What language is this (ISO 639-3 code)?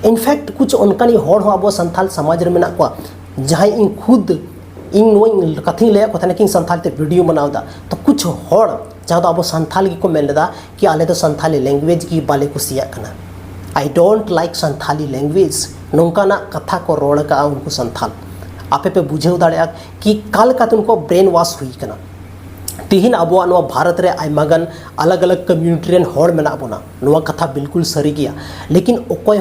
sat